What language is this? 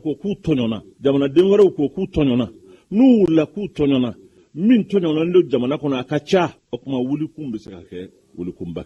Bambara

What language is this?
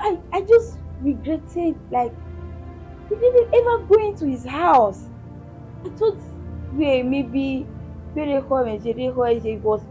Bini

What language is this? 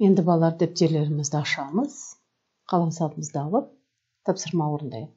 Kazakh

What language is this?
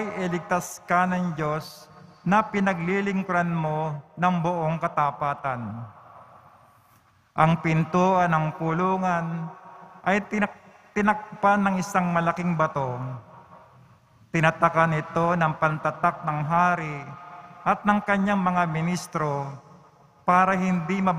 Filipino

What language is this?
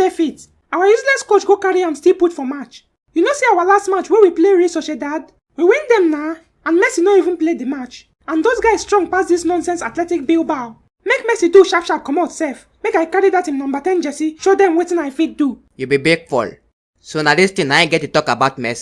Nigerian Pidgin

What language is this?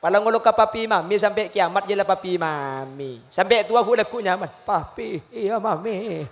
Madurese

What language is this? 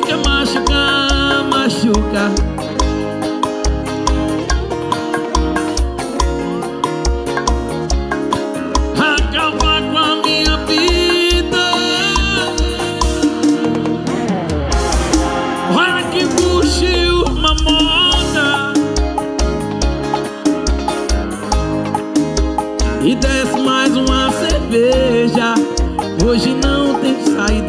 Portuguese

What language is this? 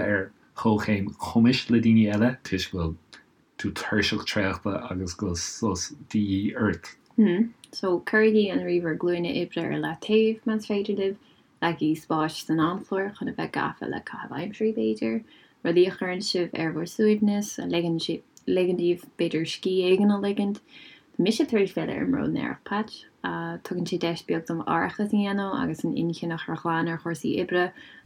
Irish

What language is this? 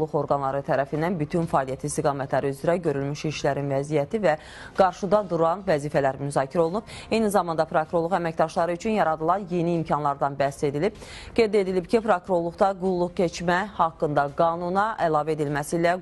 Azerbaijani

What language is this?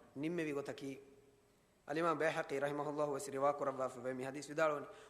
Divehi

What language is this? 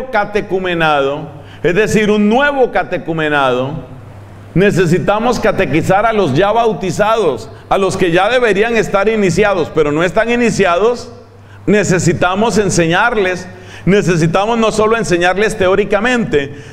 Spanish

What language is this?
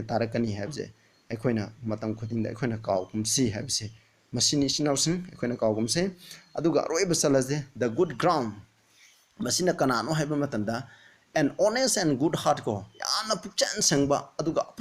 Manipuri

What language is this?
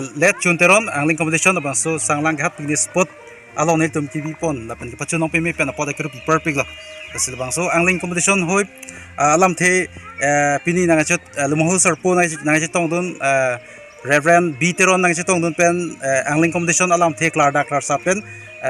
Karbi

